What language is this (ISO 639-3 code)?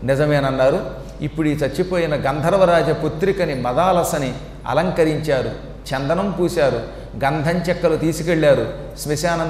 tel